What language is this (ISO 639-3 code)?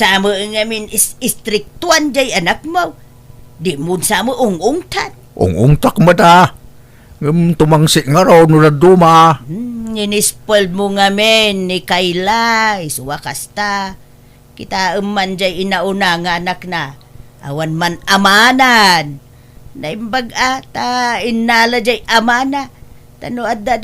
ilo